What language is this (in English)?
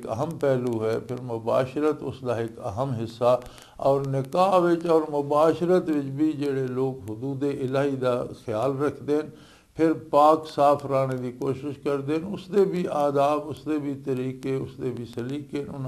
Western Panjabi